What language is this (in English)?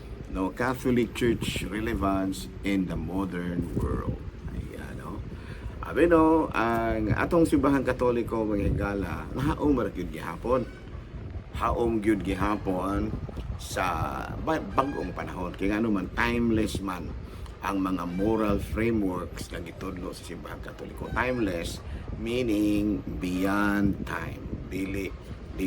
Cebuano